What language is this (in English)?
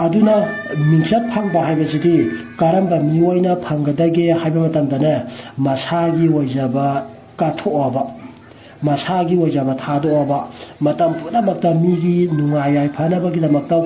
Manipuri